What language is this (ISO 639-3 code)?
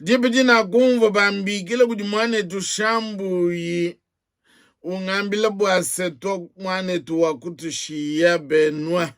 lua